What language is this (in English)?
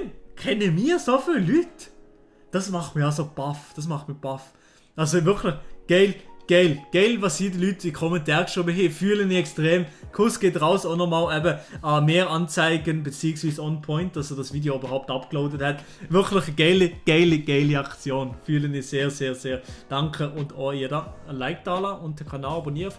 Swiss German